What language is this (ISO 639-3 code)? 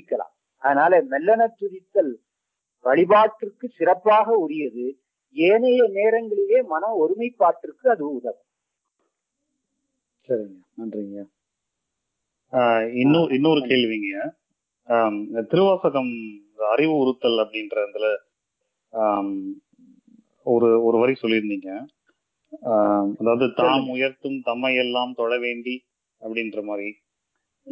tam